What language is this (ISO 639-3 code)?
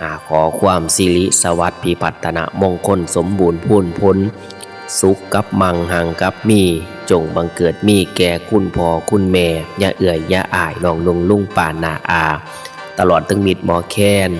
tts